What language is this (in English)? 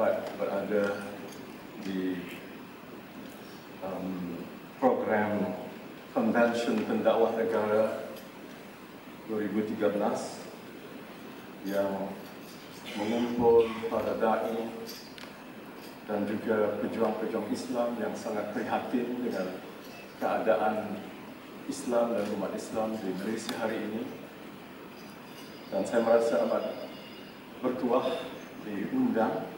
Malay